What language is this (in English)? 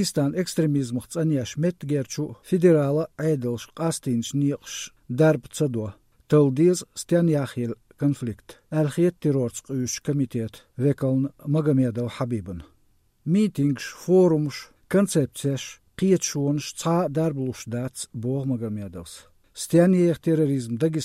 Chechen